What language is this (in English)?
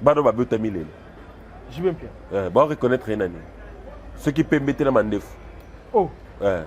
Lingala